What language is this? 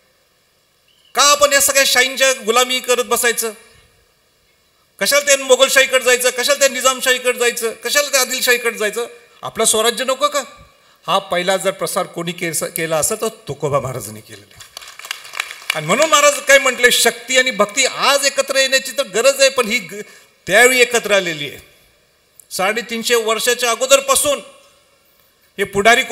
Marathi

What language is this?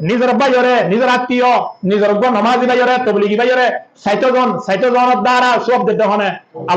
Rohingya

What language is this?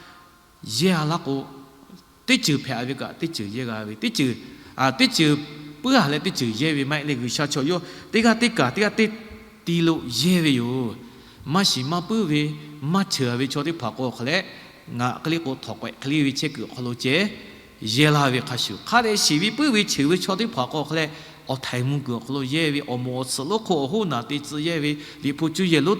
Lahu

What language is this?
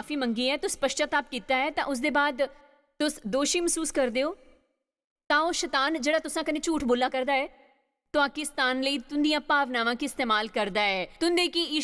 Dogri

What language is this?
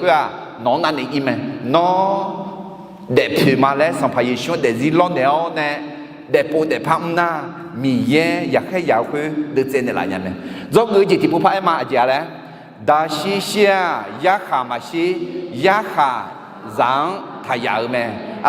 Akha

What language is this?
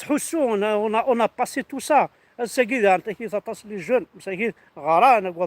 Kabyle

